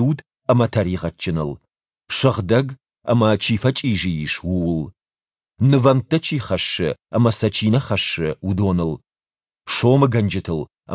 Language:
Ossetic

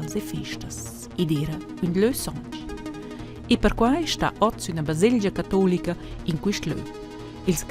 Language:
Romansh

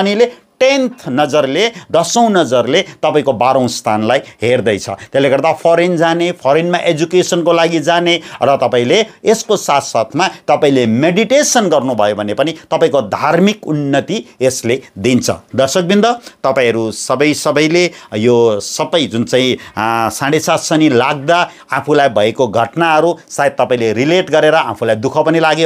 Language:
Nepali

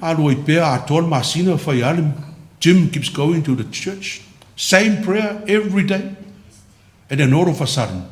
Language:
Samoan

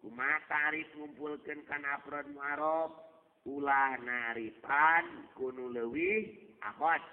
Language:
Sundanese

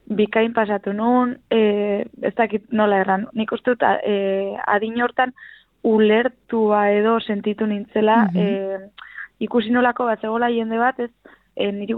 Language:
Basque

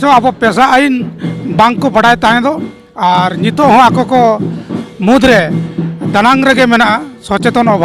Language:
Santali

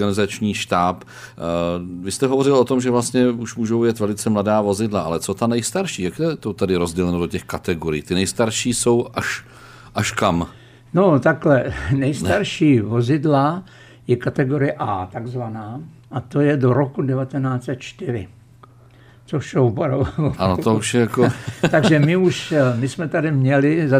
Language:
Czech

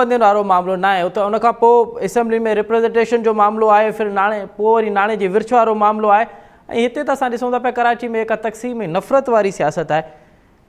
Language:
Sindhi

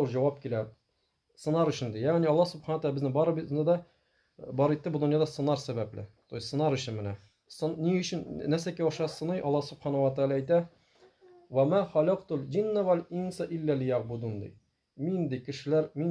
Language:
Tatar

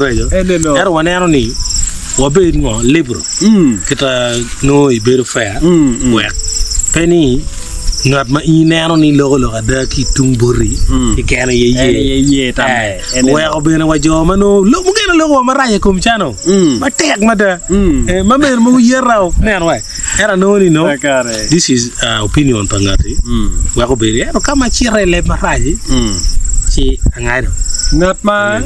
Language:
Acoli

